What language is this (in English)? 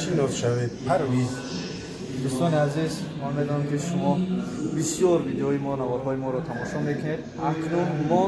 Tajik